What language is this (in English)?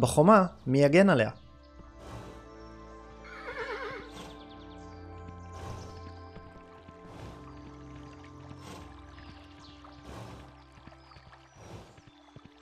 Hebrew